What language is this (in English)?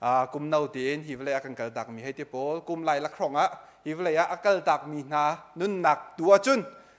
Hakha Chin